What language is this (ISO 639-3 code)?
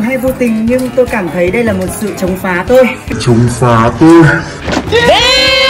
vie